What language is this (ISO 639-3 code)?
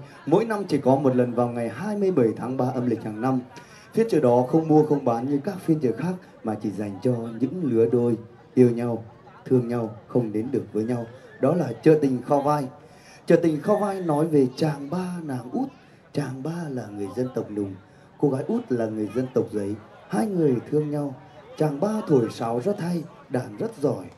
vie